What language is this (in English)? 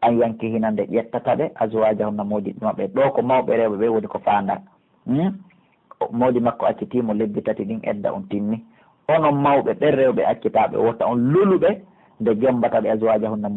Pular